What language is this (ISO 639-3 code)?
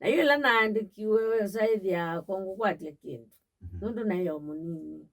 kam